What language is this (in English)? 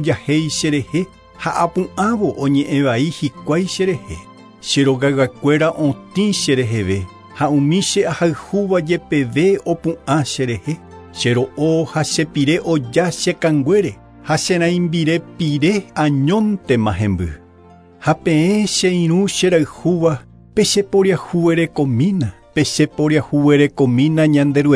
Guarani